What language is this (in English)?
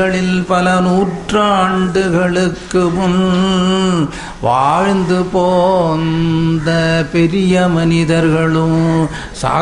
Tamil